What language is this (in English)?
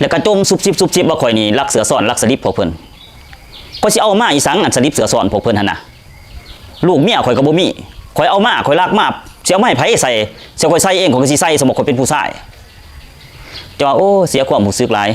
Lao